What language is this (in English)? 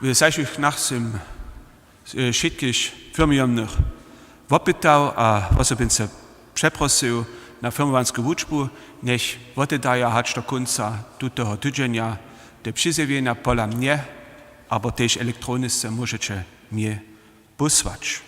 Upper Sorbian